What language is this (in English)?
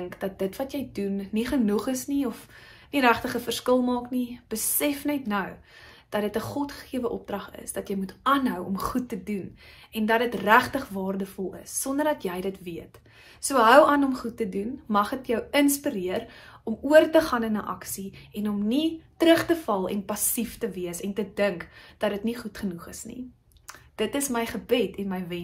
Afrikaans